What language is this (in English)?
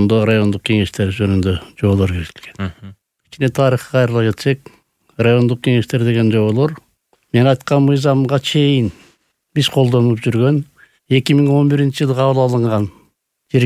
Kyrgyz